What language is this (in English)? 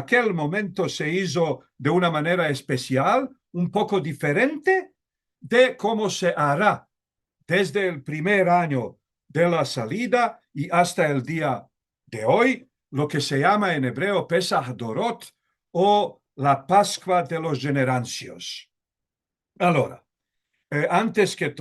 Ladino